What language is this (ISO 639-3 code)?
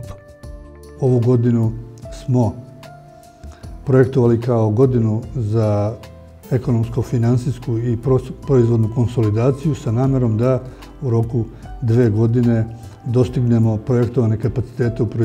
srp